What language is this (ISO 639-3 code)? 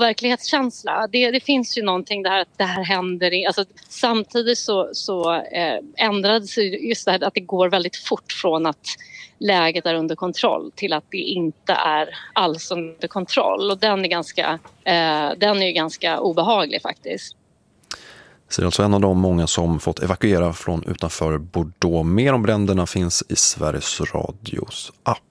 swe